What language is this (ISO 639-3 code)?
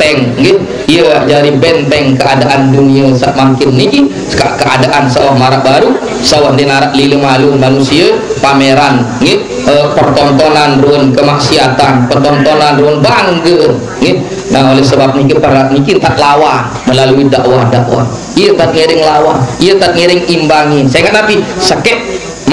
sas